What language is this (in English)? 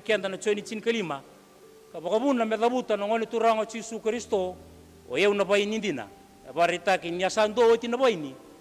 Fijian